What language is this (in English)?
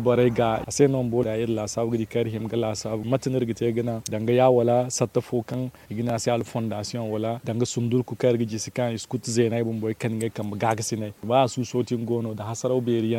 Zarma